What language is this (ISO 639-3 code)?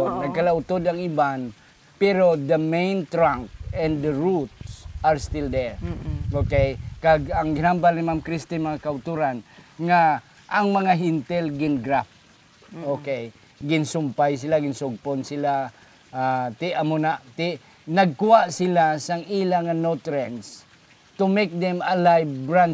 hil